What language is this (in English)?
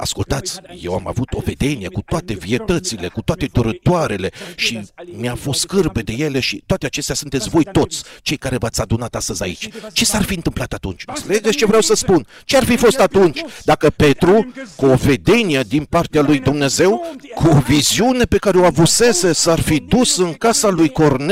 Romanian